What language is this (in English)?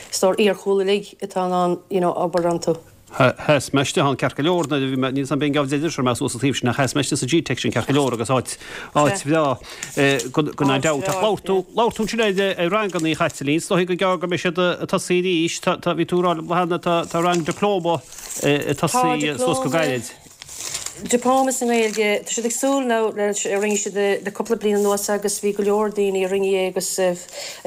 Irish